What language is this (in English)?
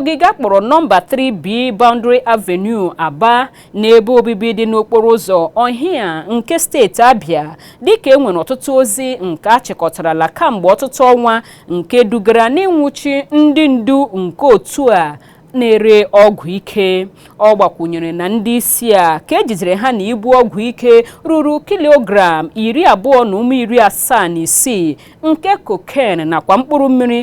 Igbo